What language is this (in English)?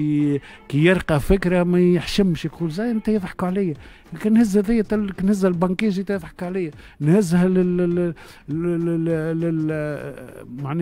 Tunisian Arabic